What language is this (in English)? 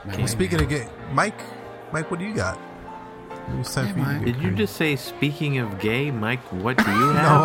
English